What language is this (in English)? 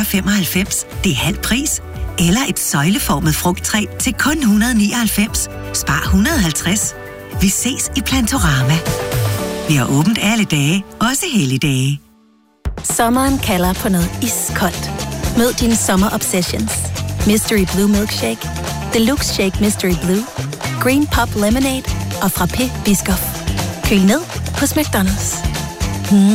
Danish